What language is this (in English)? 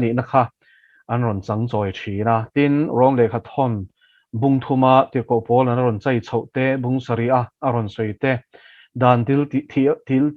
Mizo